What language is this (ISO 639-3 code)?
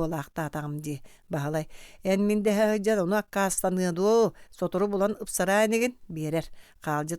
sah